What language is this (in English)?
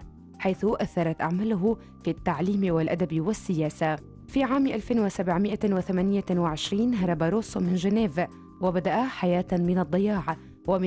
North Levantine Arabic